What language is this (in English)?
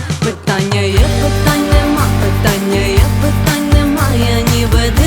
Ukrainian